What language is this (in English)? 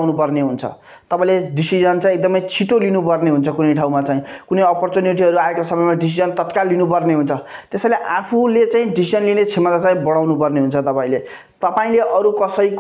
Nepali